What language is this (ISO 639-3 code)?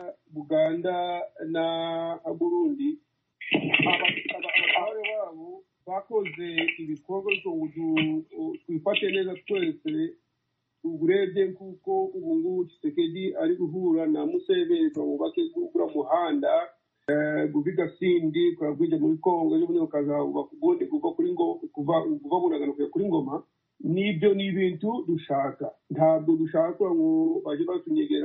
kin